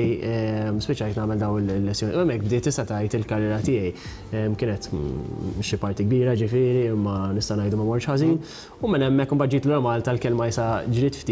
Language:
Maltese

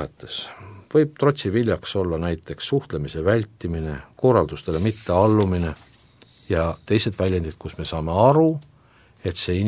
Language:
Estonian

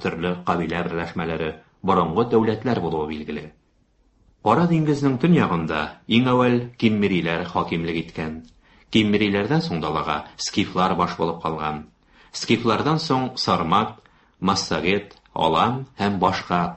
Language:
Tatar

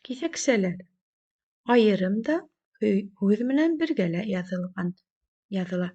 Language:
Bashkir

